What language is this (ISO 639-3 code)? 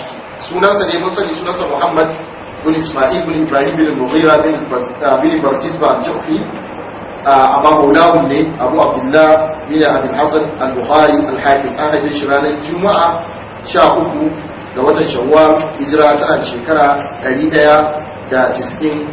hau